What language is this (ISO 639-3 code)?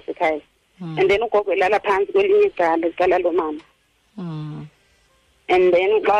xho